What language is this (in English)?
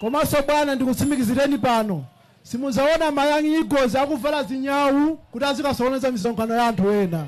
Nyanja